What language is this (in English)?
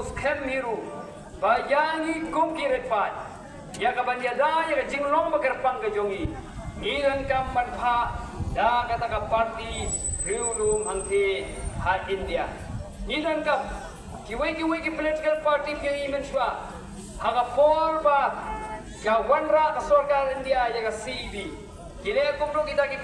Khasi